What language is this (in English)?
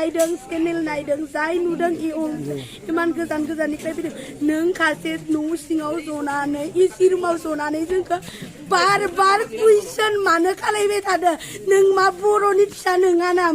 Bodo